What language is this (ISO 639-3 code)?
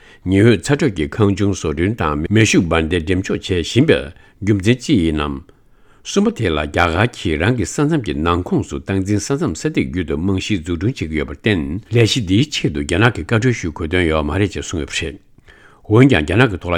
bod